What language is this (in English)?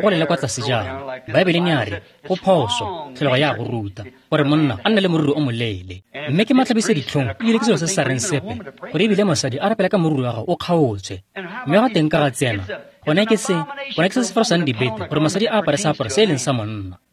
Tswana